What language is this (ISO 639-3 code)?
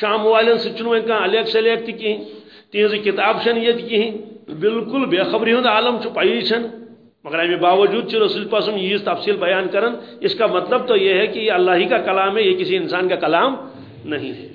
kas